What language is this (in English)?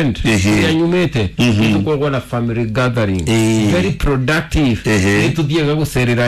Kikuyu